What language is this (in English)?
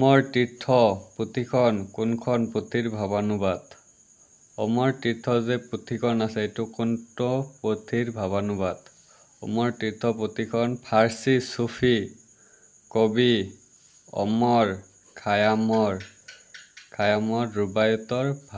Assamese